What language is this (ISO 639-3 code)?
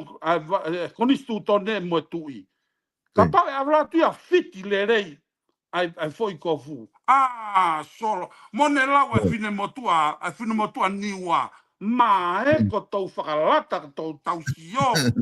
ton